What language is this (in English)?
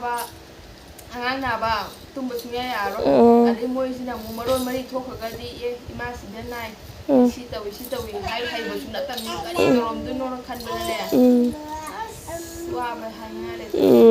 Manipuri